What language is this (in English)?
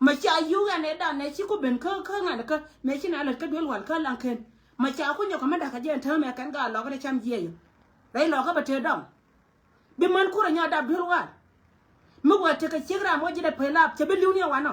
Nuer